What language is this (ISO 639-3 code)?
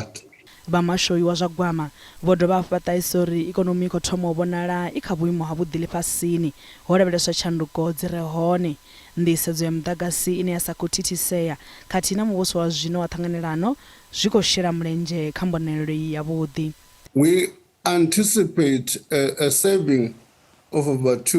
ven